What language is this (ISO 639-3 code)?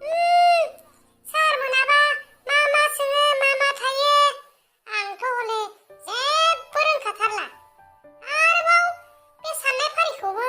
brx